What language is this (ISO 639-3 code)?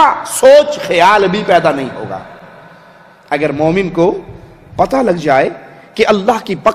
urd